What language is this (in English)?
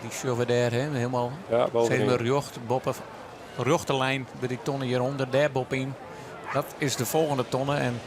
Western Frisian